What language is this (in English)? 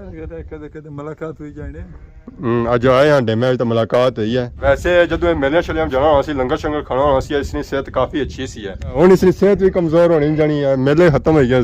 Pahari-Potwari